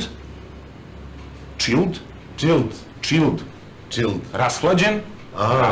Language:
Serbian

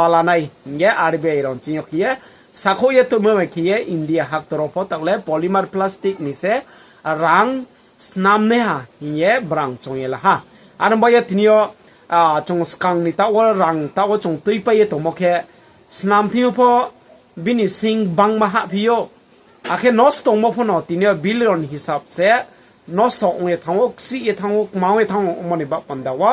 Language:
Riang (India)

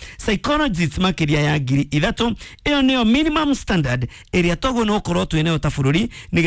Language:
Kikuyu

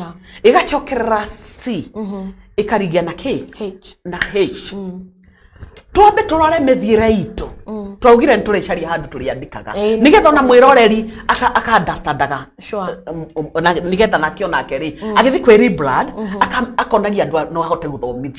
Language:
Kikuyu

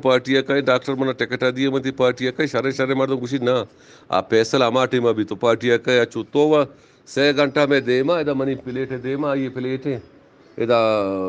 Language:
Eastern Balochi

